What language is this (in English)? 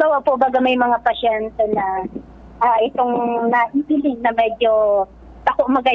Bikol